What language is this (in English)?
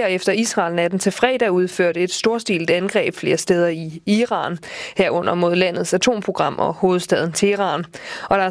Danish